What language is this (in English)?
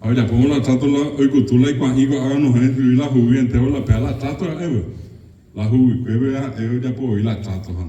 Guarani